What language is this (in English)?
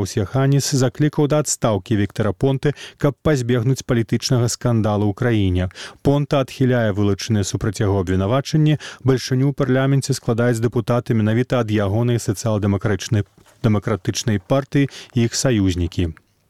Belarusian